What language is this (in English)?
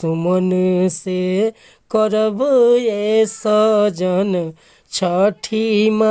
Bhojpuri